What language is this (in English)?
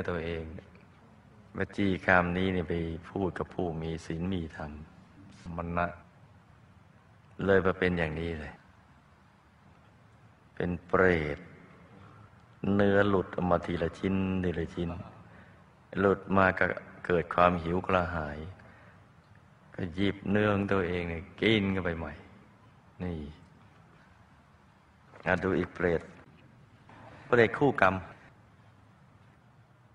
Thai